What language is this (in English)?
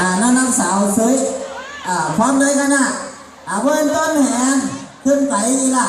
Lao